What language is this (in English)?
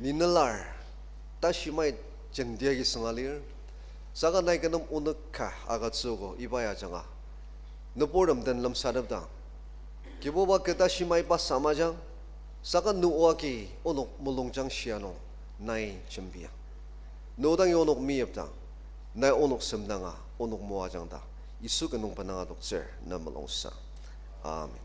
Ao Naga